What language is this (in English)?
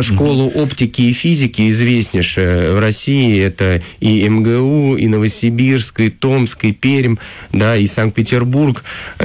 Russian